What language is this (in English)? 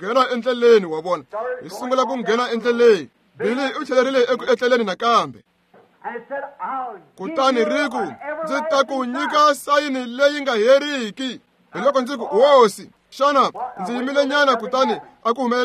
Tsonga